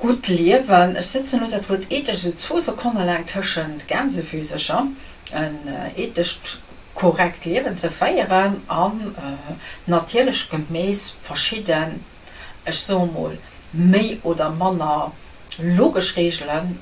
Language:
Luxembourgish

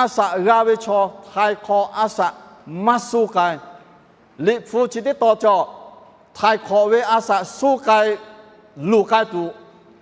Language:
Lahu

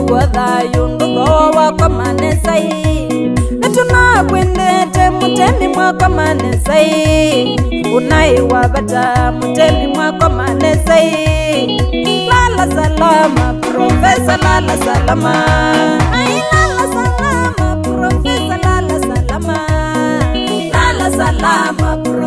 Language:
Swahili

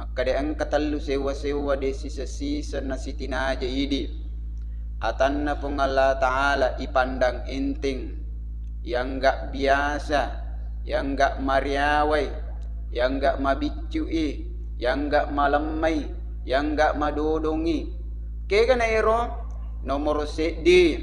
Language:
Buginese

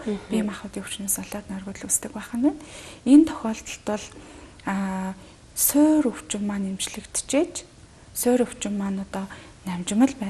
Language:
Mongolian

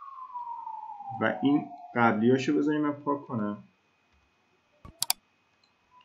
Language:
Persian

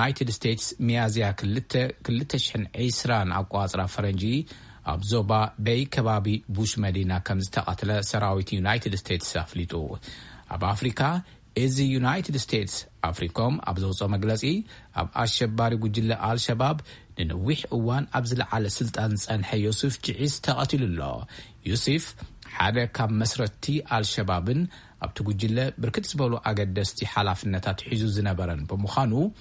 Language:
Tigrinya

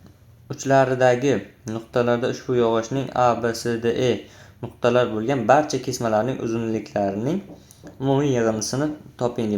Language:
Uzbek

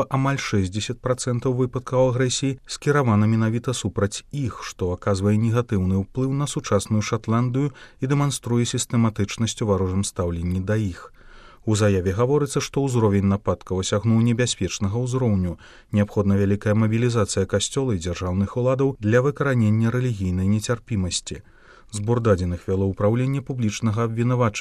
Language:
Belarusian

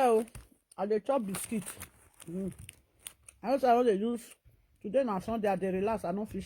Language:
Nigerian Pidgin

